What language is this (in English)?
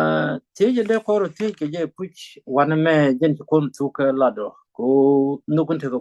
Nuer